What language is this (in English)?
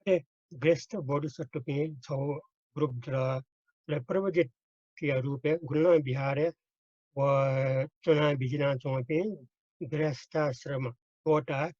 Newari